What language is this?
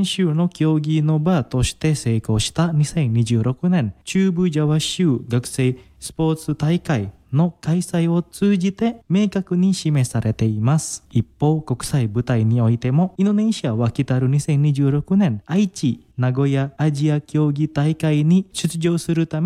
Japanese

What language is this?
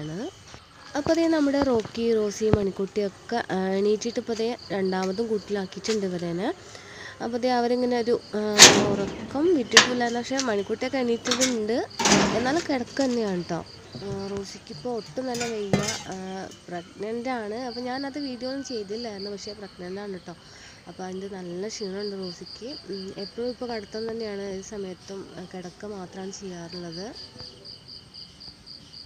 Malayalam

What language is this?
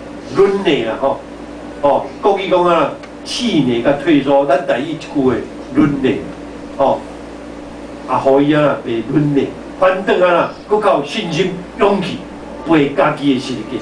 Min Nan Chinese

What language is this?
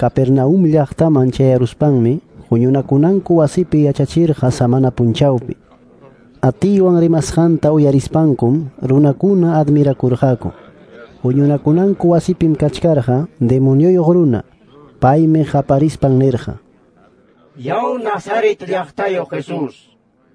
Quechua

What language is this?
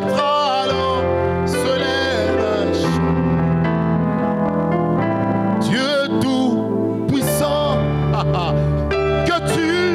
French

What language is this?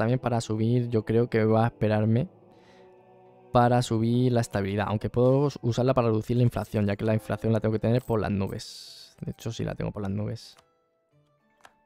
Spanish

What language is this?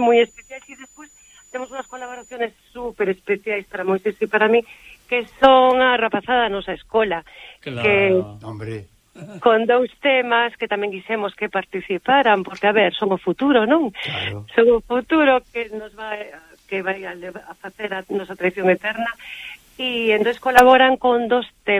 Galician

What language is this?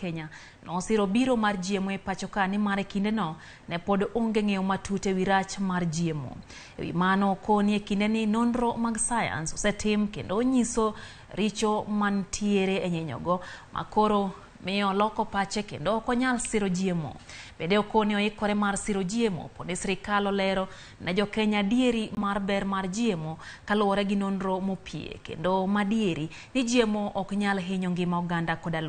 Luo (Kenya and Tanzania)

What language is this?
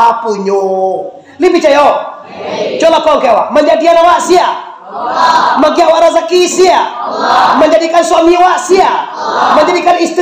Minangkabau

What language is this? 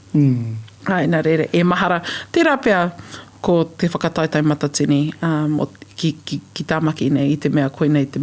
Māori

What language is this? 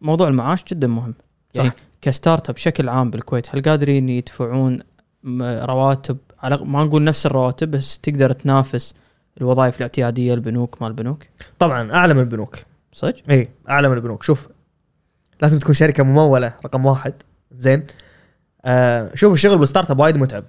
Gulf Arabic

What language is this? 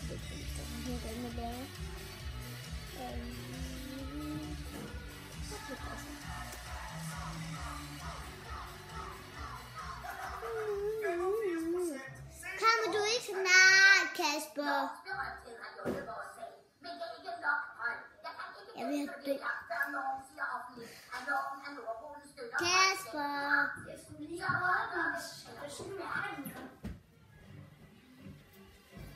Danish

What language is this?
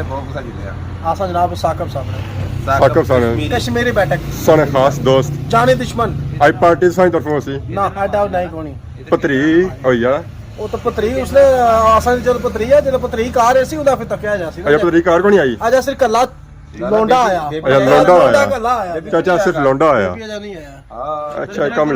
Pahari-Potwari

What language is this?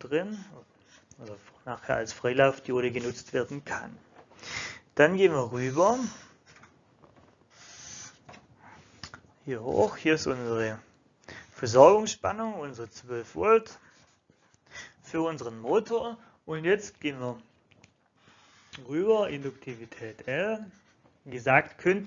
German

